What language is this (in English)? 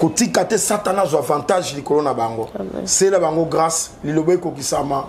Lingala